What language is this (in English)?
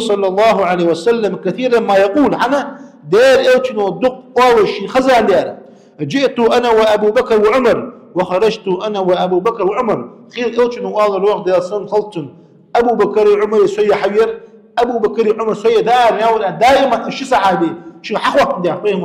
Ingush